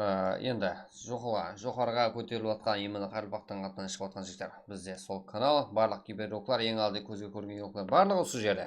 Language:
Kara-Kalpak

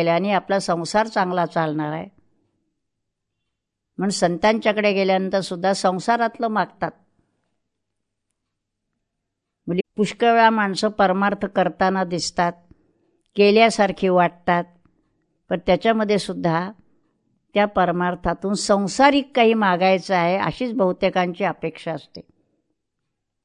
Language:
Marathi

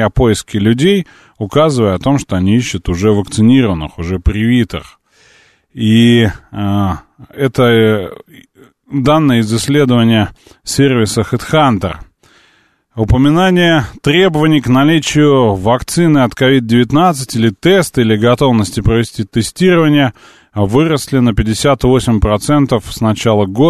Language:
Russian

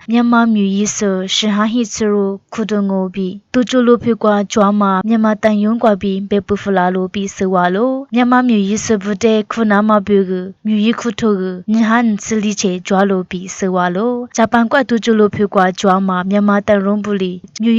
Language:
Lisu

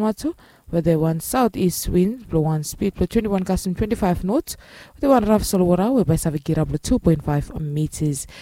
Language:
Bislama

